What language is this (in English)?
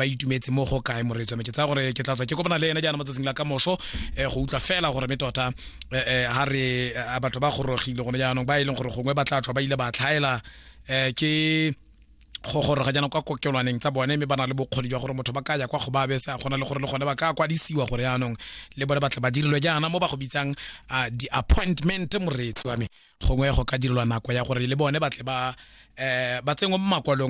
Tswana